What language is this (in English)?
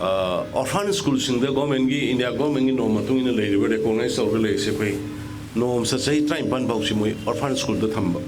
Manipuri